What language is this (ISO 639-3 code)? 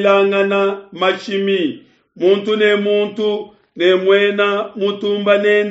lua